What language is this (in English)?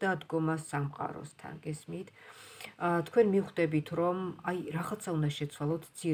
Georgian